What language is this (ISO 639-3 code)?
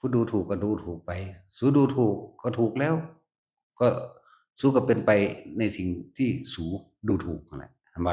tts